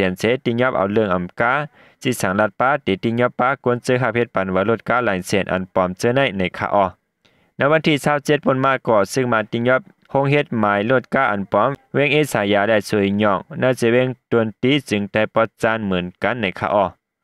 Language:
Shan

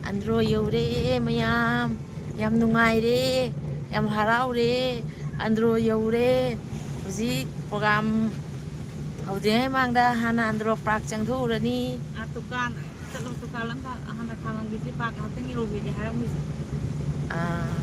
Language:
Manipuri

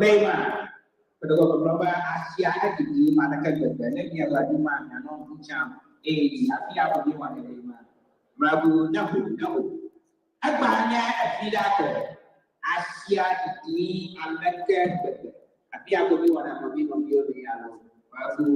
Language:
Ewe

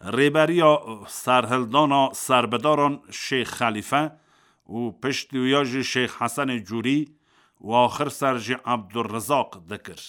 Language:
Kurdish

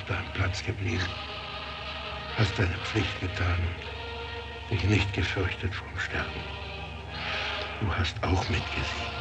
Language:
German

